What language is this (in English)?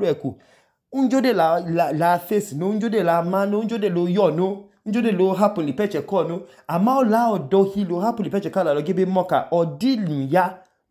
Idoma